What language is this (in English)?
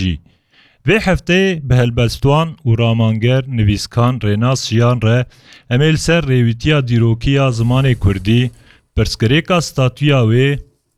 Kurdish